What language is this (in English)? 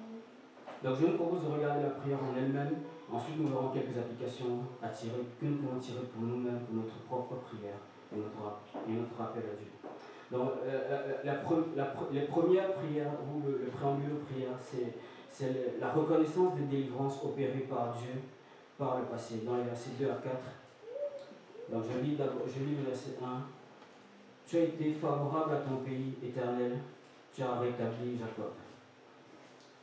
French